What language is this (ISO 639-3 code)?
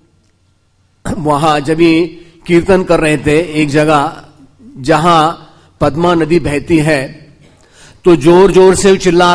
hin